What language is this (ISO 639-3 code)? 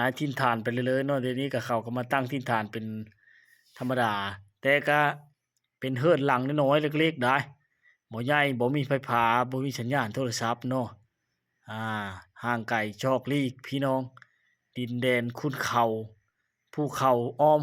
lao